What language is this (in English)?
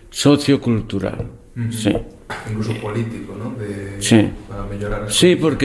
Galician